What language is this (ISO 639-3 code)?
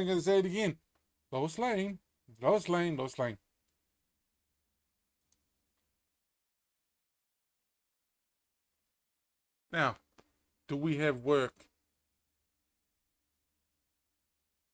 eng